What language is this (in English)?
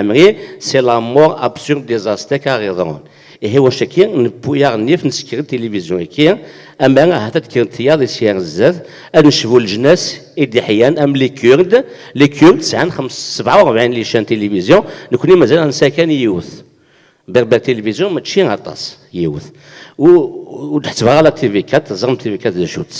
Kabyle